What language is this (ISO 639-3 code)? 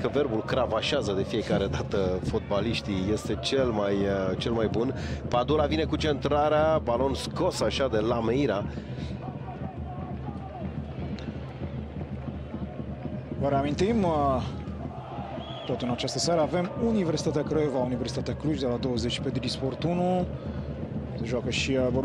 ron